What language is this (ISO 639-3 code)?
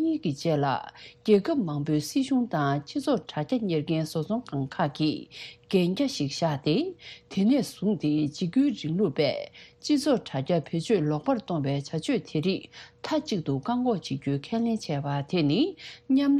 bod